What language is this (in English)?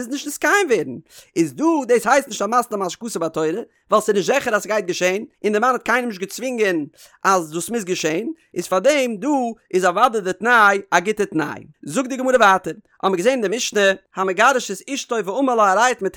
Yiddish